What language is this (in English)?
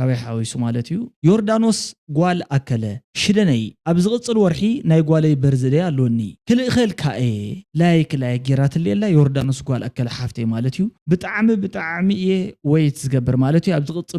Tigrinya